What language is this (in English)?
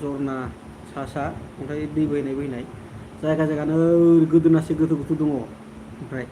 Bodo